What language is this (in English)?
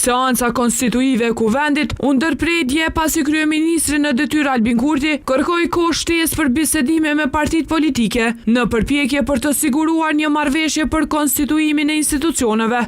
Albanian